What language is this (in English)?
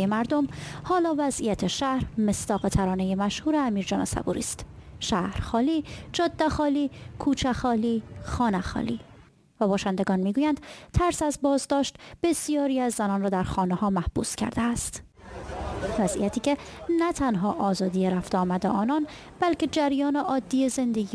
Persian